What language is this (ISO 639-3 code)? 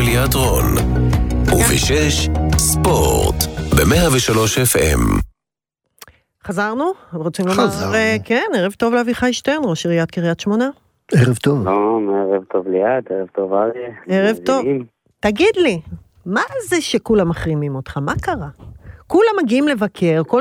heb